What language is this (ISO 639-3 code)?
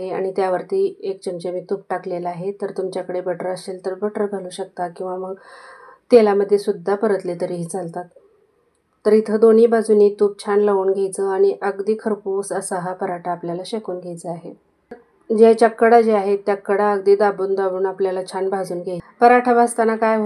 mar